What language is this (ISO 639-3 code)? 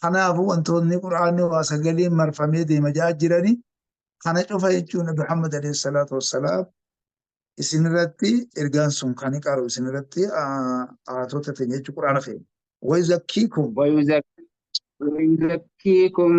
orm